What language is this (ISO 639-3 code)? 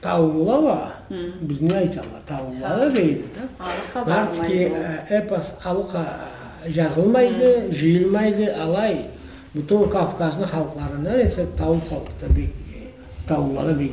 krc